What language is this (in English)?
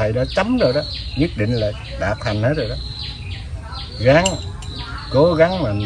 Vietnamese